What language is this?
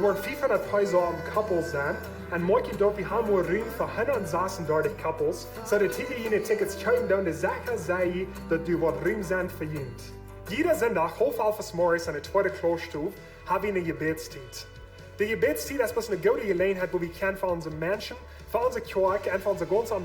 Plautdietsch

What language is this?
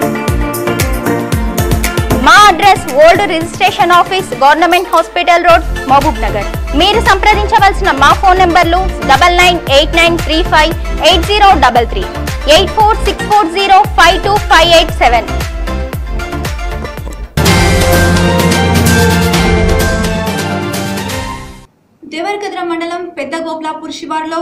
Telugu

